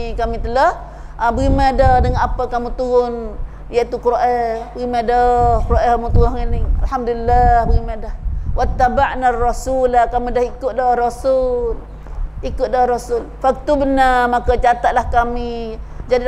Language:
Malay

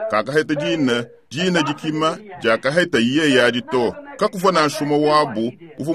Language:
Luba-Lulua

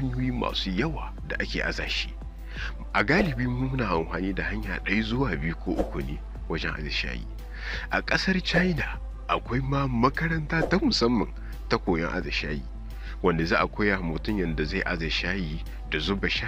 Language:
Hausa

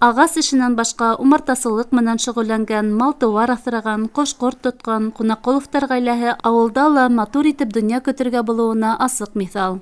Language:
Bashkir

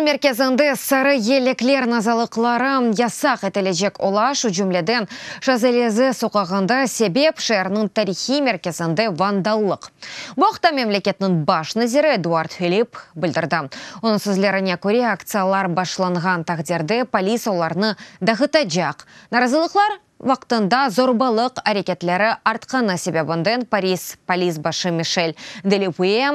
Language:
Crimean Tatar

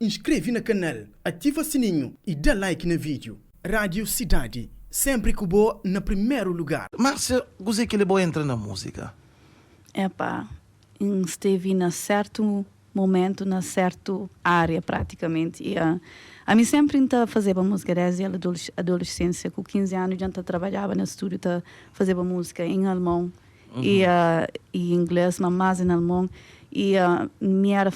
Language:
Kabuverdianu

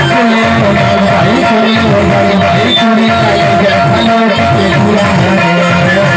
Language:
Chhattisgarhi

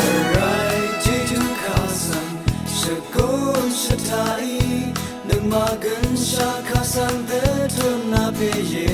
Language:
Rawang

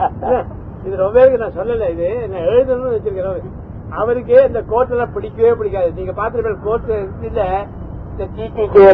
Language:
Tamil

